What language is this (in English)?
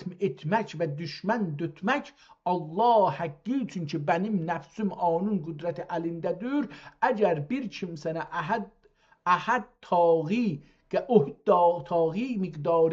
South Azerbaijani